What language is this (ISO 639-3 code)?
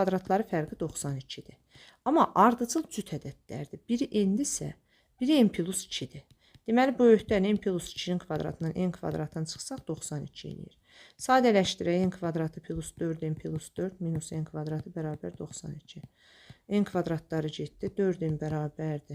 aze